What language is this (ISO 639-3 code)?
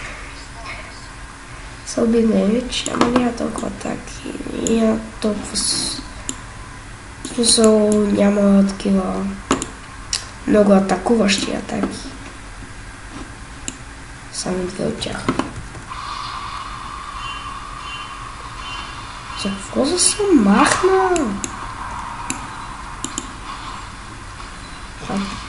bul